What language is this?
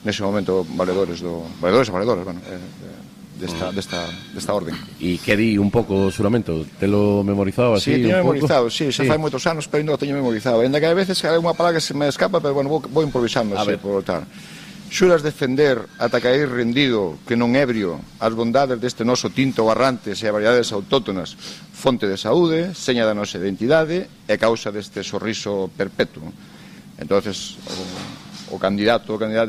Galician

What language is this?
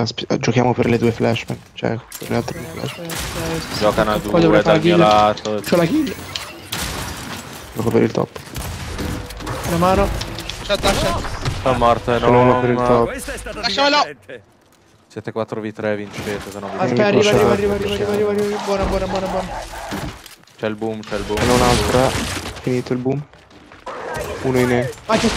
Italian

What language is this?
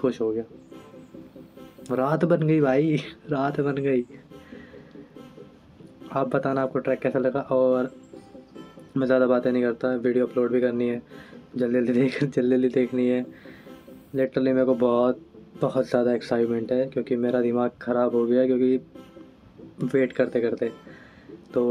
Hindi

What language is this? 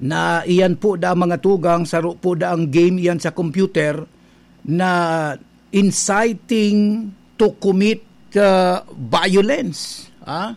Bikol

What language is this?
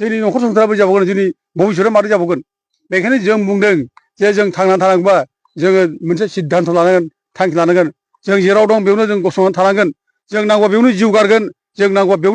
Bodo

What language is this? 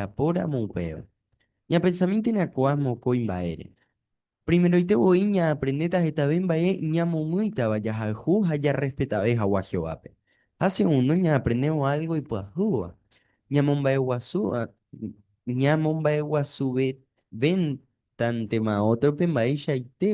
Guarani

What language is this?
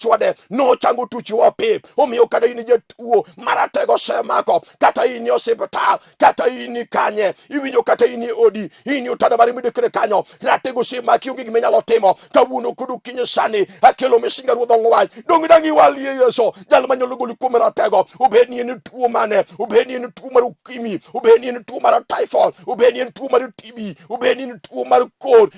Luo (Kenya and Tanzania)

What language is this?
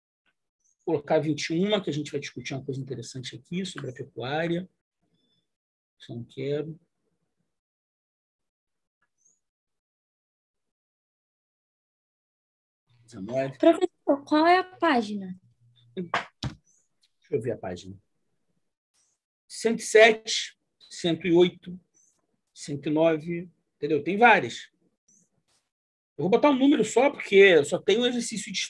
Portuguese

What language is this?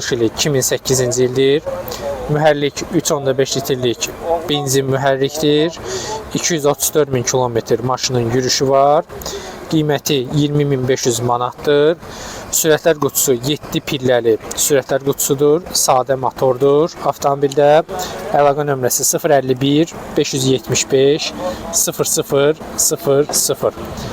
Azerbaijani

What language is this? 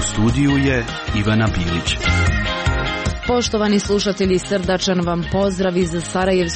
Croatian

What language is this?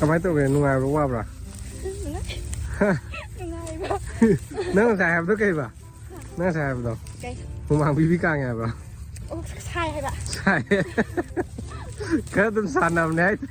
Manipuri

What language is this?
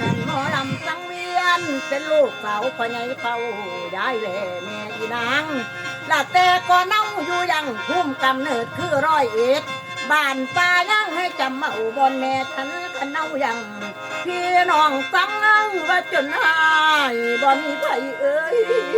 Northeastern Thai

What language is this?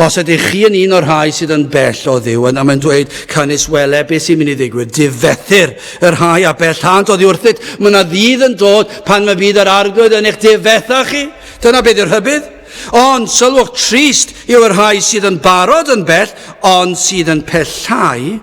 Welsh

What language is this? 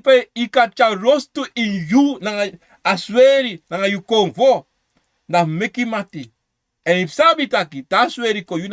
Sranan Tongo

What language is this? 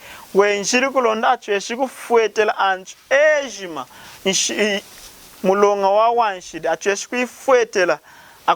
Lunda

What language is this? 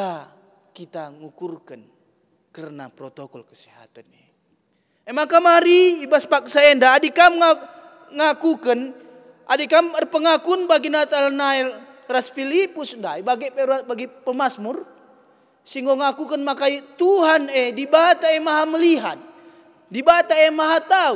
Batak Karo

